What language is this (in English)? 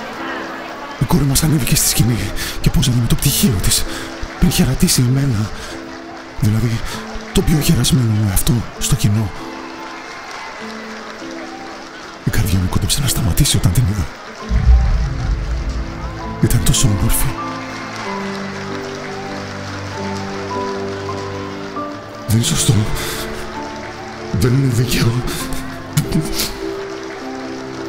Greek